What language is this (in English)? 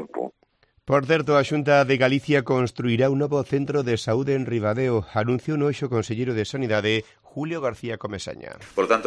Galician